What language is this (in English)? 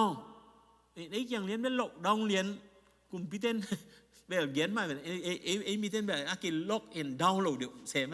Tedim Chin